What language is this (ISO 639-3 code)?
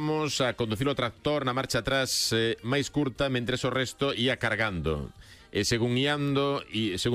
glg